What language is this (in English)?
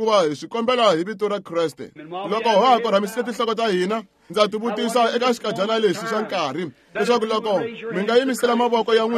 Tsonga